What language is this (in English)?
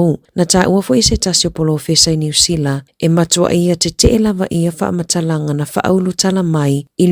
Samoan